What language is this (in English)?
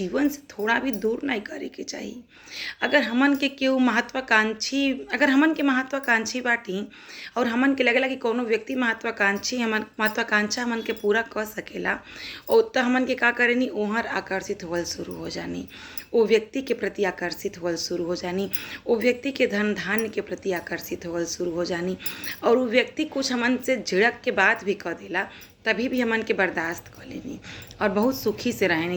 Bhojpuri